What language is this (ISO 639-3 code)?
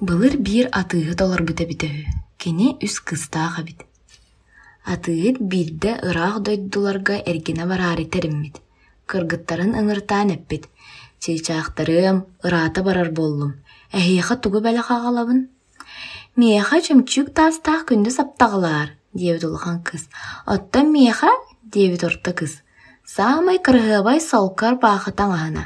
sah